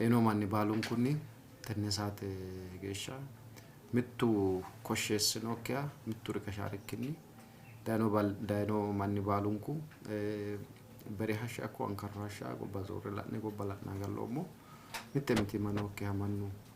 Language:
Sidamo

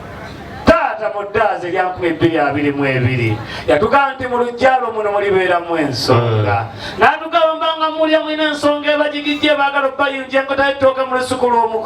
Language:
Ganda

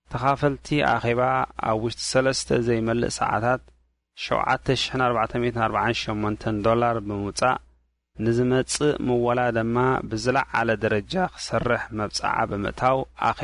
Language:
Tigrinya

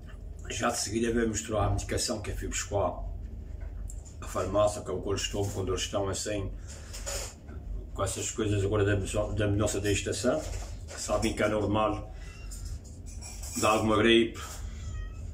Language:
Portuguese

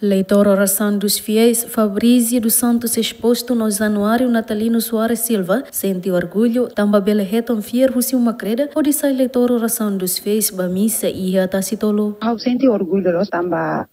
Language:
Tetum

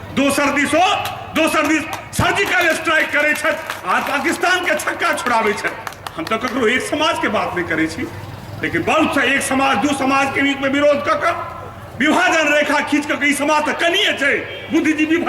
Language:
Maithili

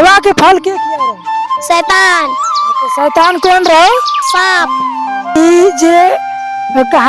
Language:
Sadri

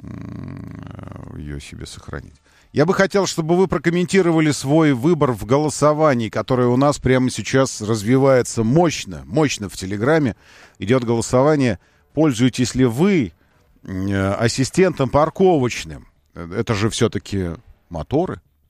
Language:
Russian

